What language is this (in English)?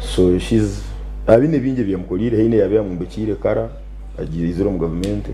Nyankole